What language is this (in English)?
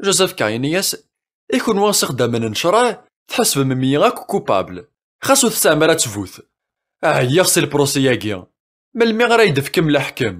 Kabyle